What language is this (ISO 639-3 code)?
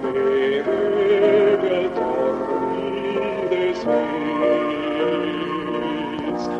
est